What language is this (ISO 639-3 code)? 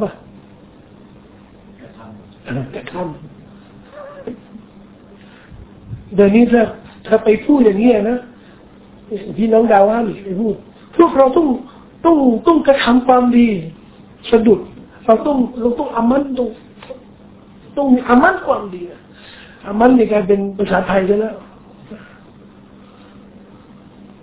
tha